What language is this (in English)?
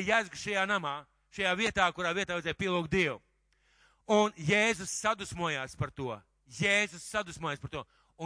Latvian